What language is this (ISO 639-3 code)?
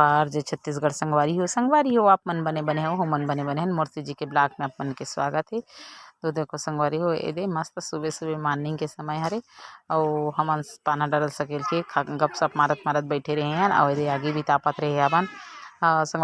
hne